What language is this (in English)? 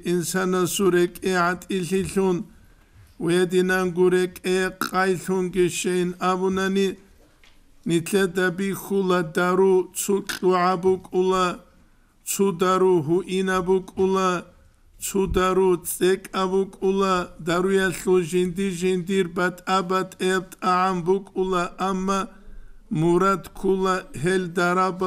Avaric